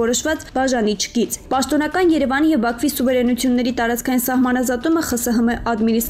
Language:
Armenian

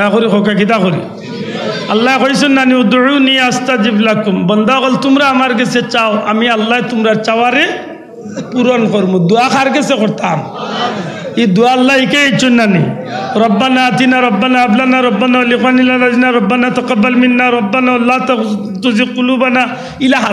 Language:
Sylheti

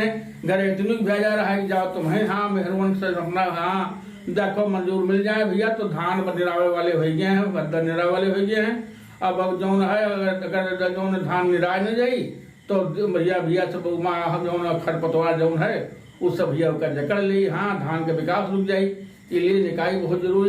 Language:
Awadhi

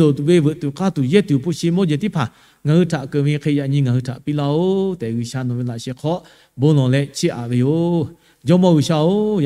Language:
Lahu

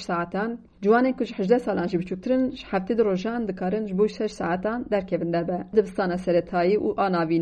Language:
Kurdish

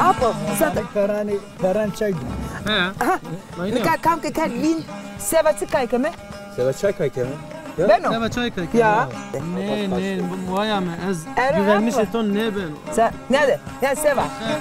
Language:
Zaza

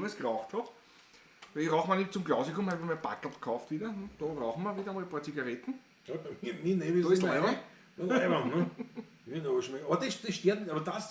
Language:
Bavarian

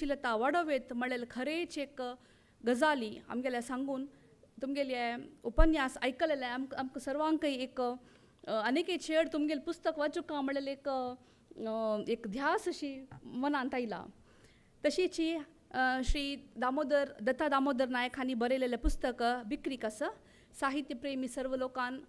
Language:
Konkani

